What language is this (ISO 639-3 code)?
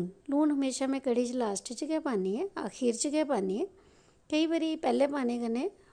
doi